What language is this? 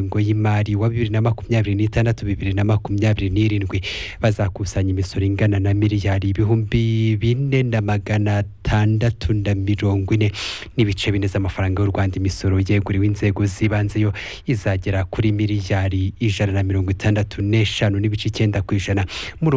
Kinyarwanda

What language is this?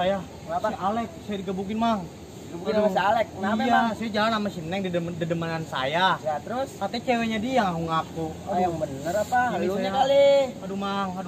Betawi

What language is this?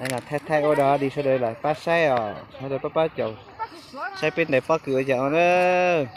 Hmong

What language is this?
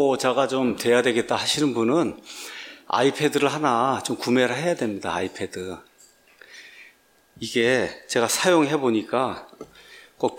Korean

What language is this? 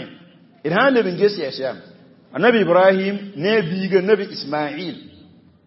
Mossi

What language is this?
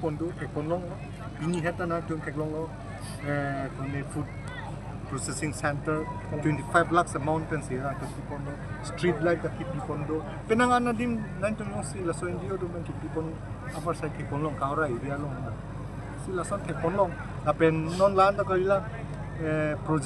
Karbi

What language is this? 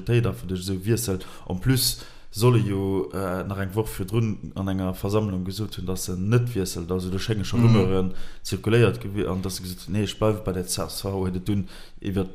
Luxembourgish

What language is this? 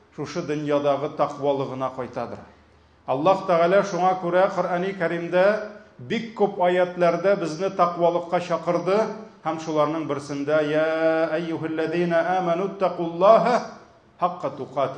Tatar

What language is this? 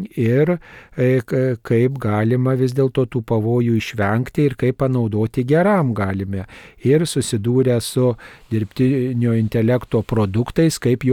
Lithuanian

